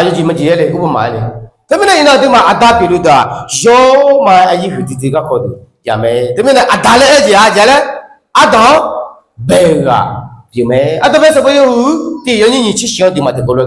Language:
Akha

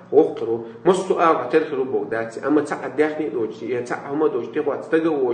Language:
Chechen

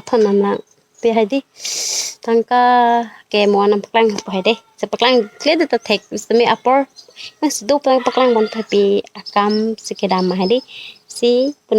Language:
Karbi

